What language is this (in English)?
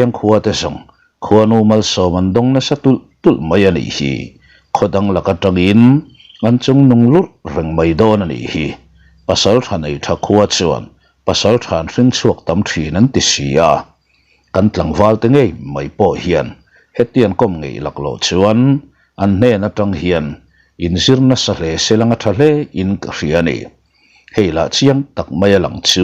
Mizo